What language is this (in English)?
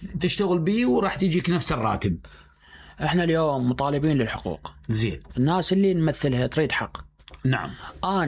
Mesopotamian Arabic